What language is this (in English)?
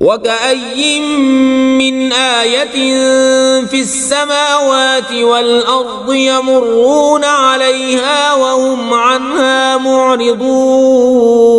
Kashmiri